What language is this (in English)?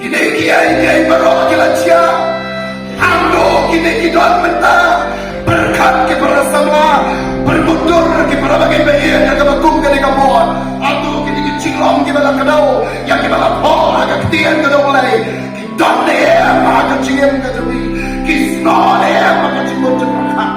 Khasi